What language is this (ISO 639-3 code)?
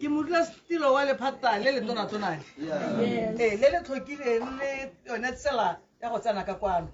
tsn